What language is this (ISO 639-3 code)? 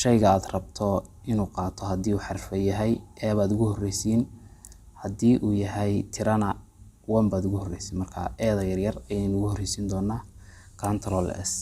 som